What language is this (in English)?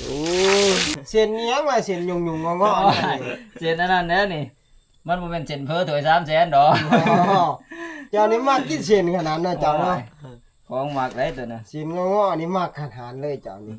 Northeastern Thai